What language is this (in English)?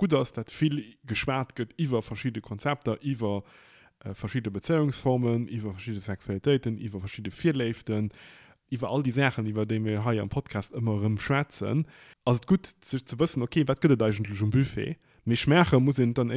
Luxembourgish